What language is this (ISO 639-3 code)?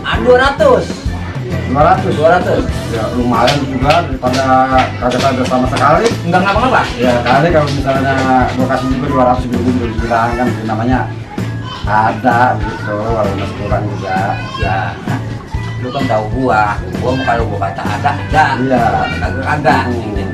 bew